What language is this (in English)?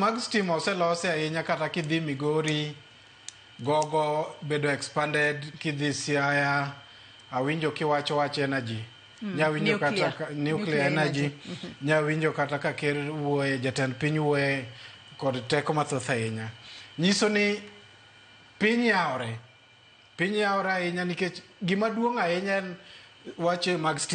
Luo (Kenya and Tanzania)